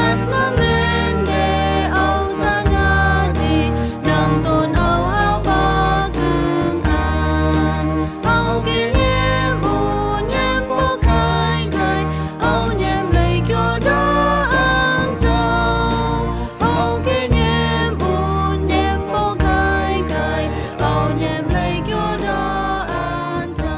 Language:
Rumai Palaung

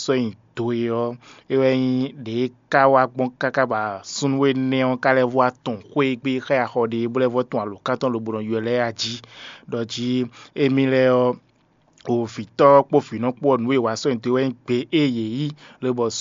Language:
Fon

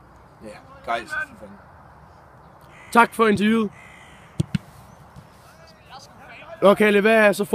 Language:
Danish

